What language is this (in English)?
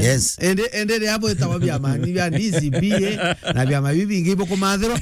Meru